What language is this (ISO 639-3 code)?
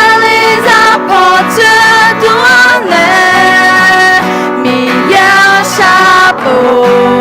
ahk